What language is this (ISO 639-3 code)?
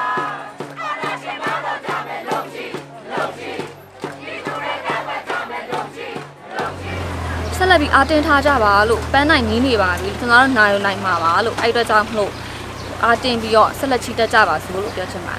mya